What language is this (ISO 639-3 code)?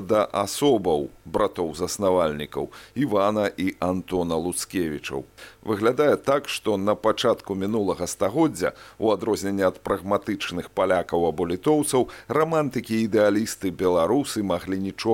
bel